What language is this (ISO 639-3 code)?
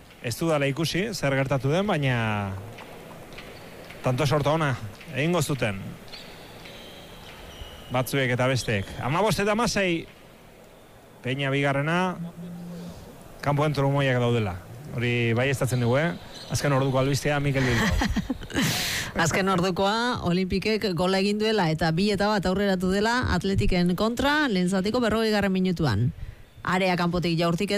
eus